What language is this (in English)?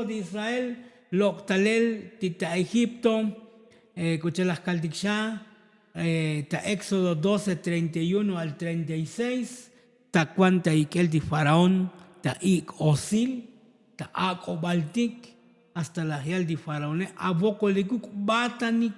Tzotzil